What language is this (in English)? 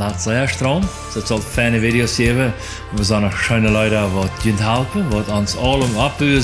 Plautdietsch